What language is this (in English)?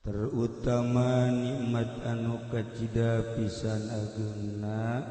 Sundanese